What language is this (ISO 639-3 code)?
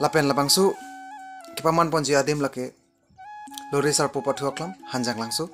mjw